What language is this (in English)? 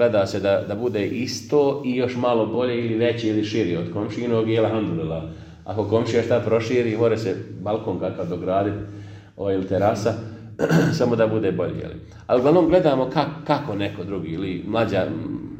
Bosnian